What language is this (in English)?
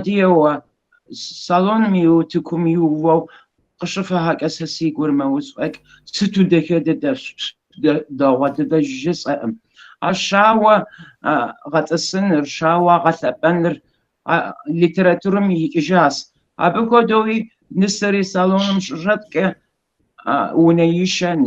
Kabardian